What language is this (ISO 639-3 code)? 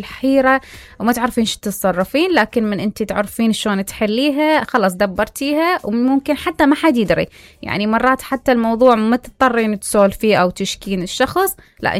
acm